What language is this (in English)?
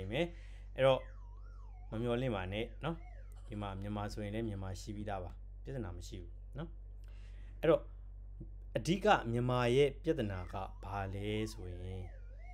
Burmese